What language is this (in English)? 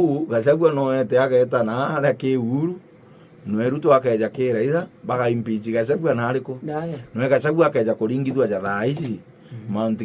Meru